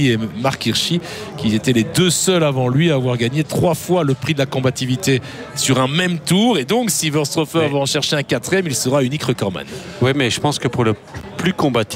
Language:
French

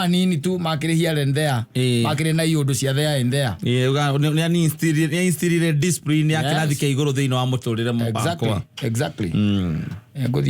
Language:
Kikuyu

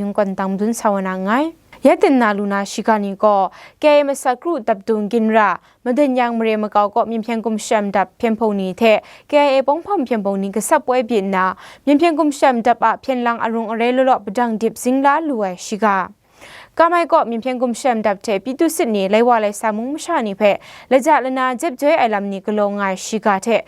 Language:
Kachin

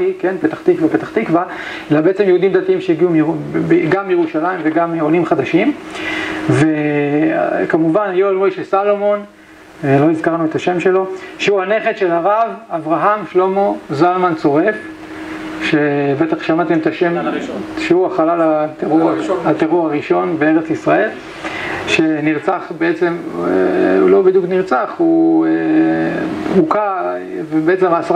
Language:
Hebrew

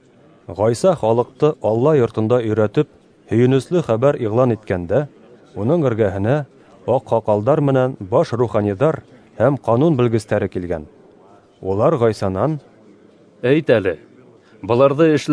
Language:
Bashkir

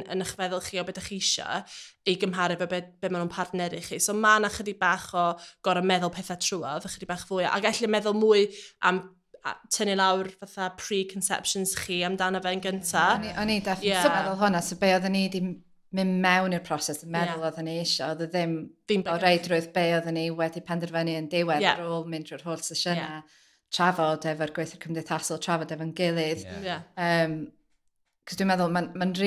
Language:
Welsh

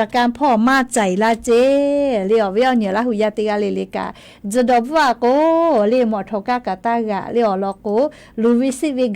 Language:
Lahu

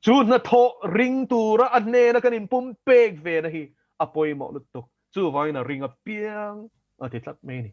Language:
Mizo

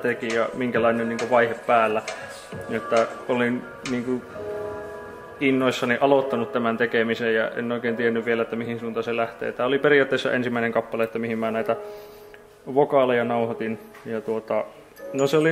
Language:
Finnish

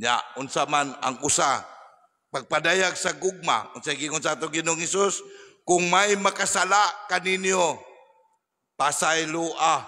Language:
Cebuano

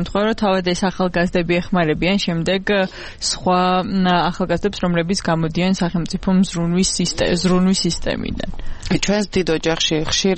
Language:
Georgian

